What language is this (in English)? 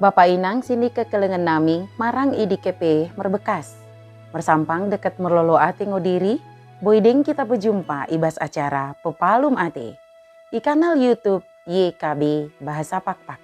Batak Dairi